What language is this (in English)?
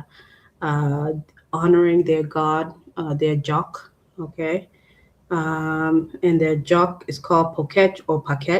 Acoli